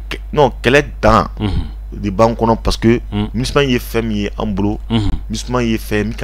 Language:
Bambara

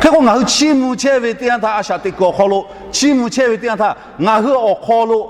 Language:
Lahu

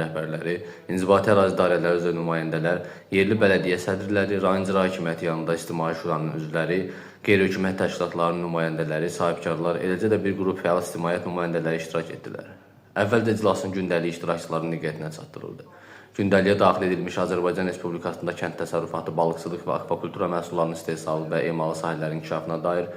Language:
Azerbaijani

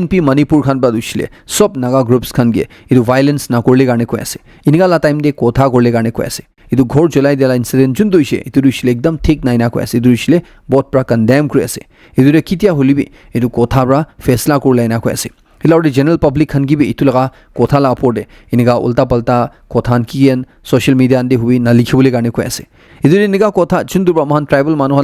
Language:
Naga Pidgin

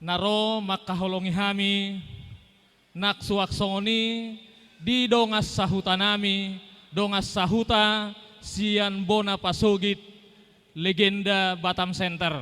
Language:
Batak Toba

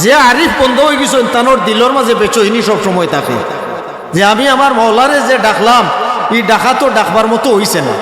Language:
Sylheti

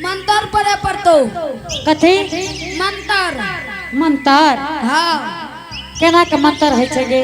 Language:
Angika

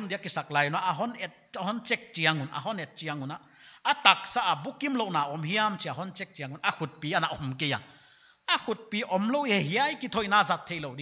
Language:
Paite Chin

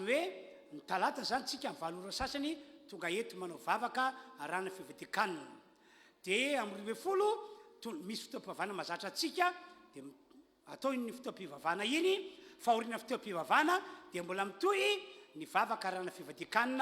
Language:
Malagasy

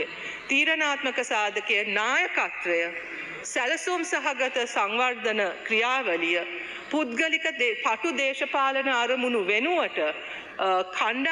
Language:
Sinhala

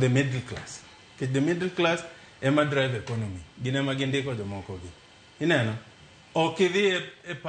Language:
Luo (Kenya and Tanzania)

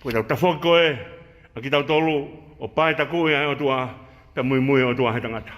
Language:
Tongan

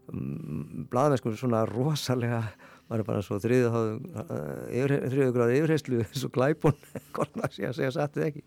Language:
Icelandic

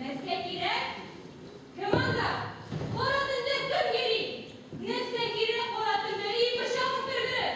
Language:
Tatar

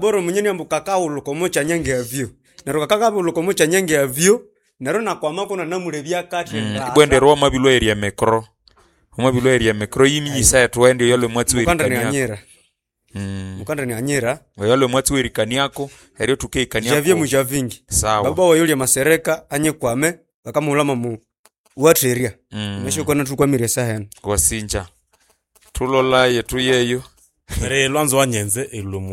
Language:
Nande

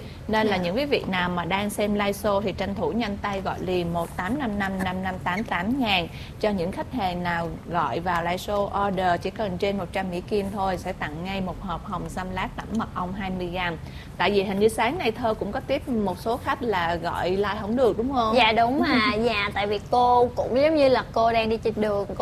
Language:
Vietnamese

